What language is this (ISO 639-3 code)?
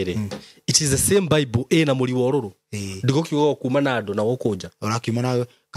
kik